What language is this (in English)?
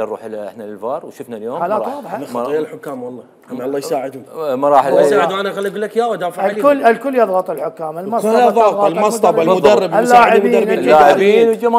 Mesopotamian Arabic